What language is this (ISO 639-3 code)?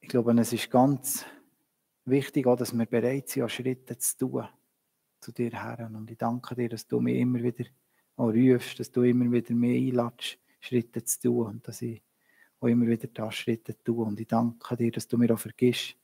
gsw